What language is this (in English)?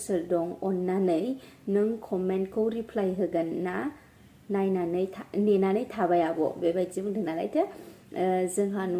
Bodo